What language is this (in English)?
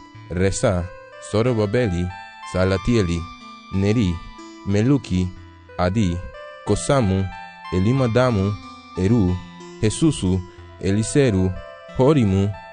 Garifuna